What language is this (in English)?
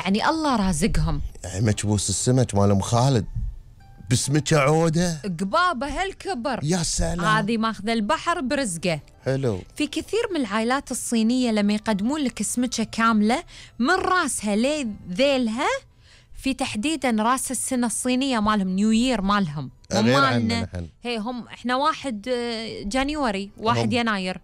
Gulf Arabic